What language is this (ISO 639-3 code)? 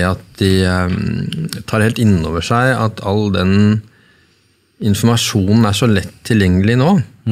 nor